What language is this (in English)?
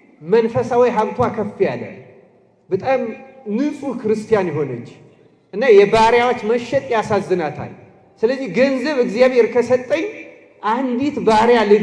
Amharic